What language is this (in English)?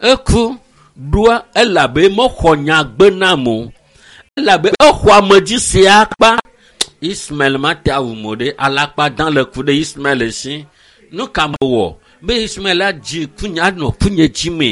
Ewe